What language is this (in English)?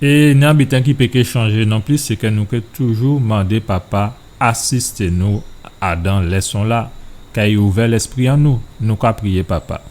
Guadeloupean Creole French